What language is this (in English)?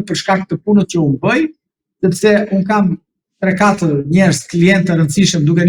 Albanian